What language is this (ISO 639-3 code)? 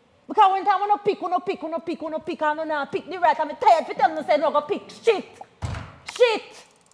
jam